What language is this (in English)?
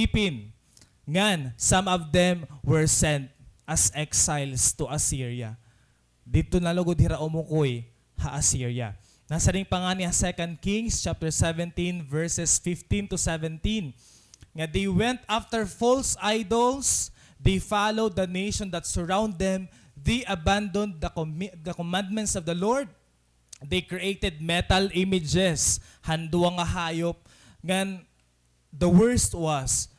Waray